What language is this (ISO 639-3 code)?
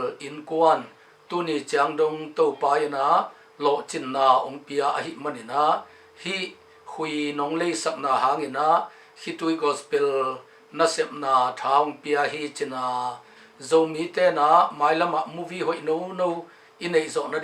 ctd